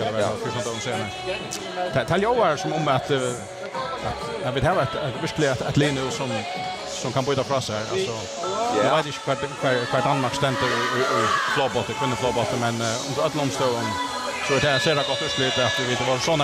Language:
Faroese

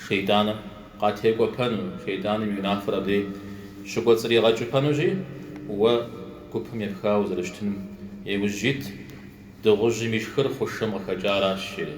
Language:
Kabardian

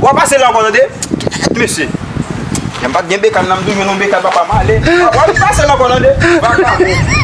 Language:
Haitian Creole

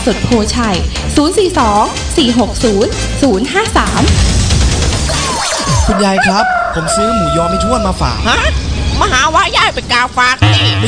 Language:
Thai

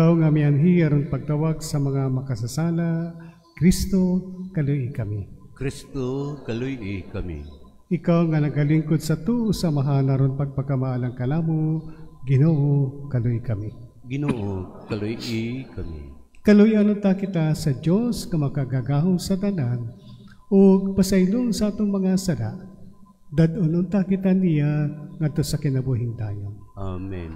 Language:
Cebuano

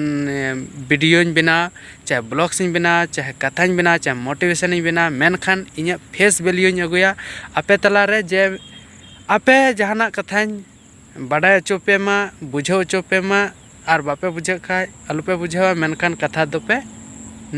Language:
Santali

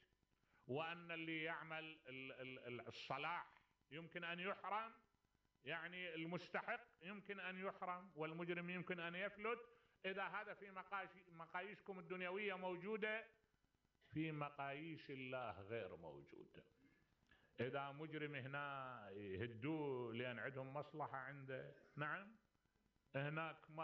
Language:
Mesopotamian Arabic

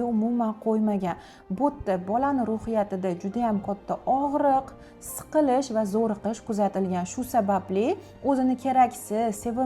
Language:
Uzbek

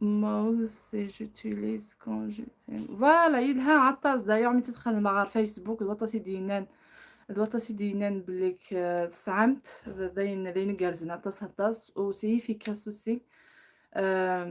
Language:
Kabyle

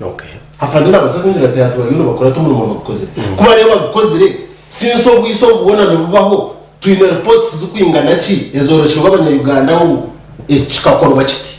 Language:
Nyankole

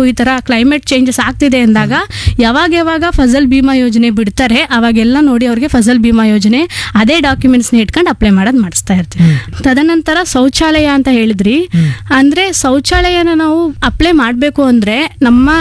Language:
Kannada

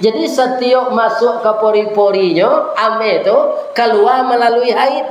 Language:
Minangkabau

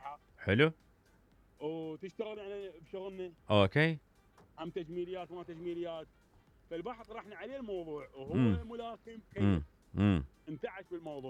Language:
Mesopotamian Arabic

